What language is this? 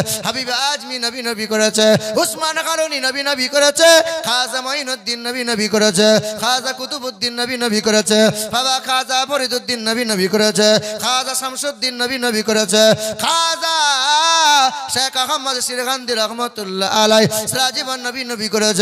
Bangla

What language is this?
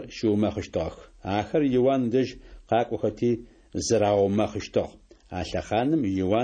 Adyghe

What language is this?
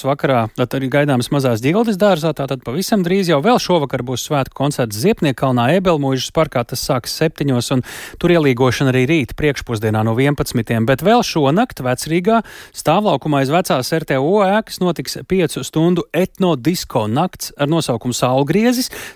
Latvian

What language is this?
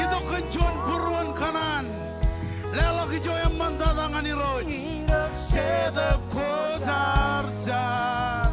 Marshallese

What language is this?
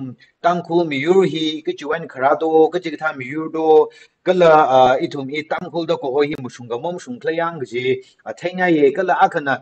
Tangkhul Naga (India)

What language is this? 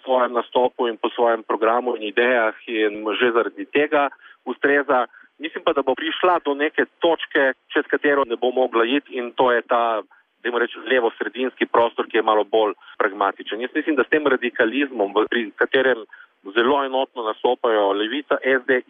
Slovenian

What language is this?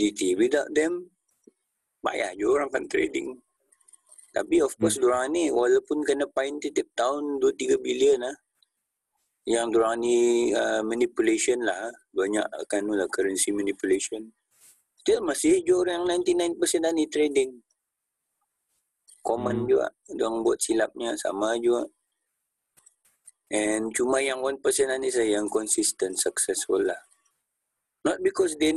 Malay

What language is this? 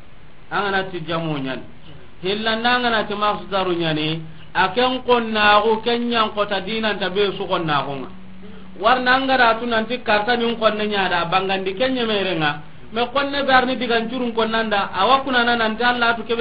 Soninke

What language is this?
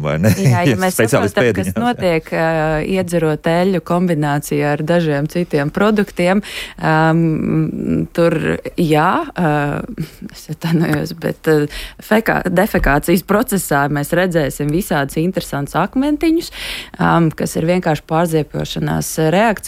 Latvian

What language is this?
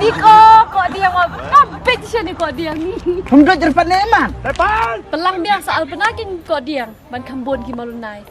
Khasi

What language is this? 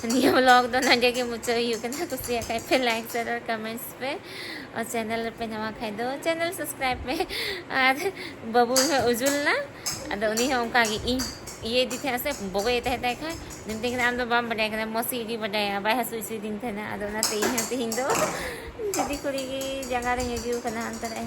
Santali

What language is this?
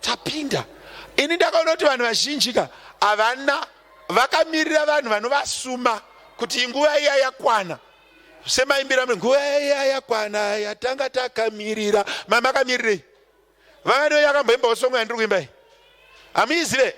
Shona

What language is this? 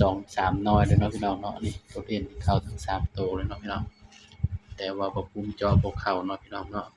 Northeastern Thai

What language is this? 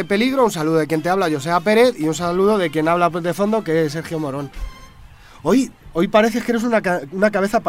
Spanish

